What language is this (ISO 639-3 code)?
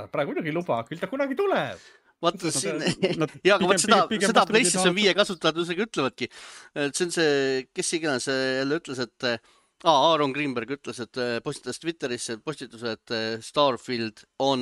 est